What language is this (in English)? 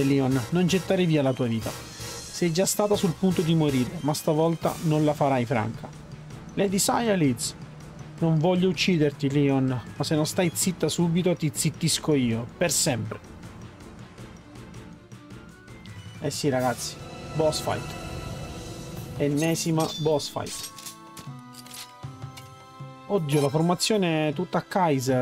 Italian